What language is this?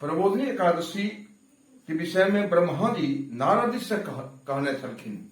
Maithili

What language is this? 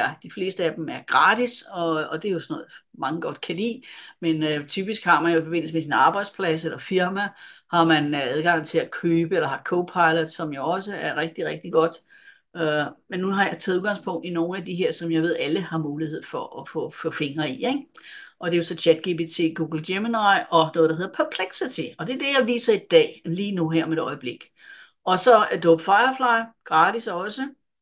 Danish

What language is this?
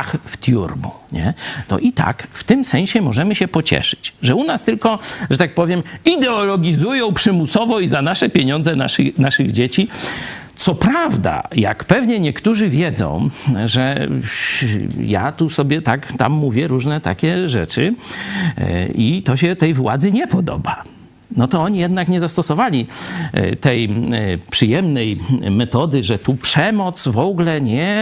Polish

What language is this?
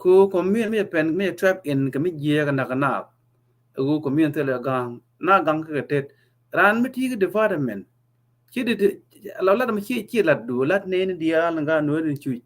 Nuer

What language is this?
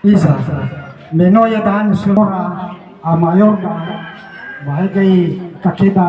Nias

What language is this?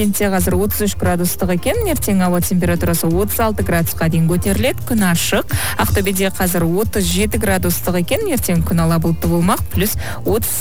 Kazakh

